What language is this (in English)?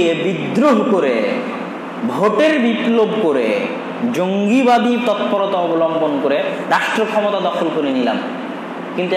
Bangla